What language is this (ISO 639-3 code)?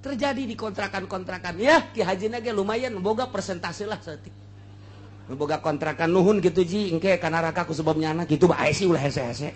sun